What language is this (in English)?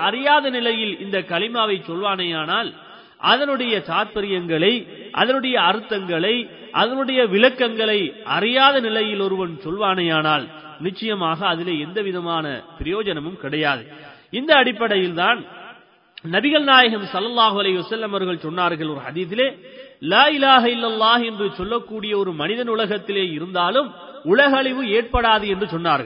Tamil